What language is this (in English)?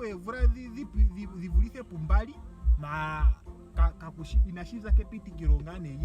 Ndonga